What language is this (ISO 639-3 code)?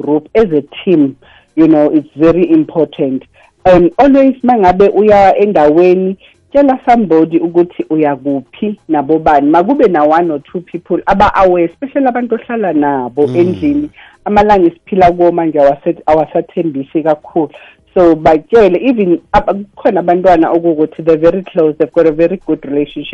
nbl